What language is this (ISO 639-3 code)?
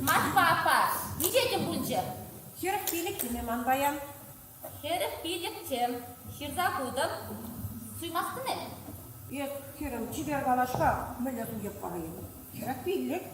chv